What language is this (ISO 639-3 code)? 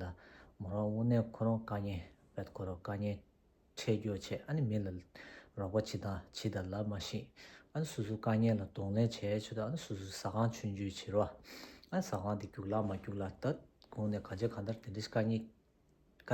bod